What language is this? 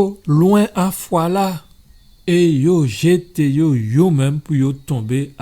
Guadeloupean Creole French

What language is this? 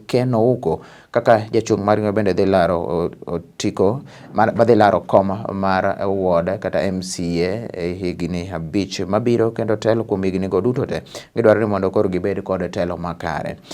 Luo (Kenya and Tanzania)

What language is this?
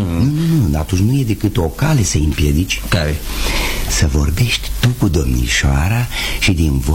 Romanian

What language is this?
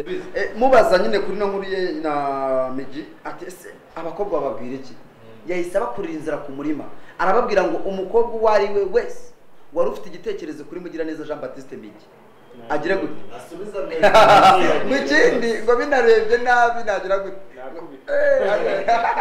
Kinyarwanda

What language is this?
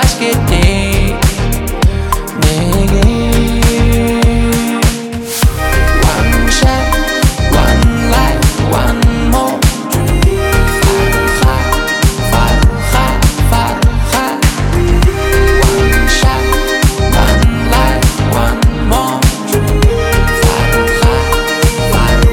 Kazakh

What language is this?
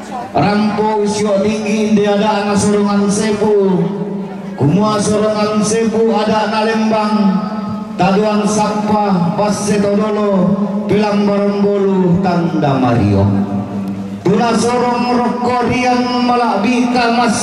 Toraja-Sa'dan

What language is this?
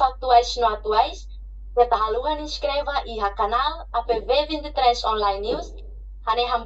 Tetum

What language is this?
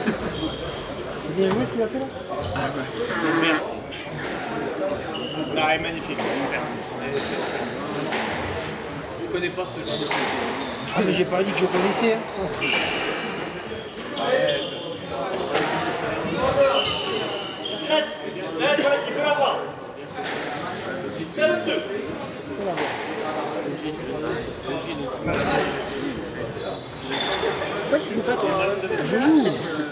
French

